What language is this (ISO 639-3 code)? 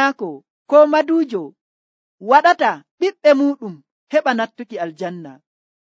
fuv